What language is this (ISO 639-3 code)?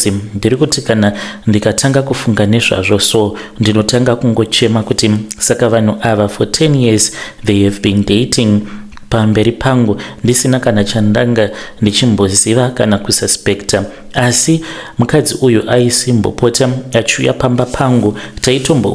sna